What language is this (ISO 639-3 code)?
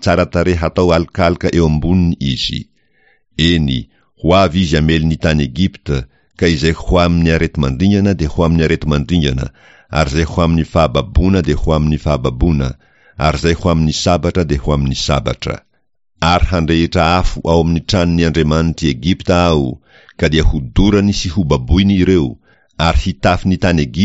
mlg